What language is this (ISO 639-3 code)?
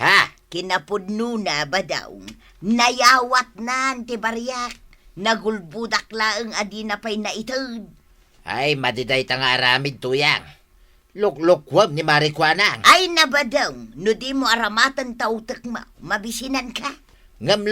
ilo